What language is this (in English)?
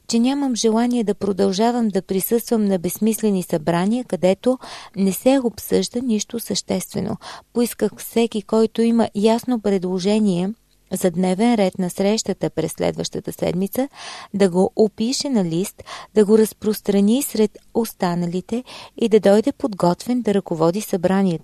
Bulgarian